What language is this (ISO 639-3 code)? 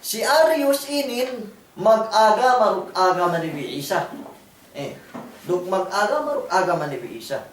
yka